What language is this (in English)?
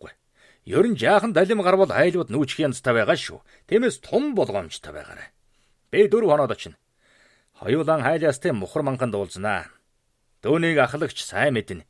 Mongolian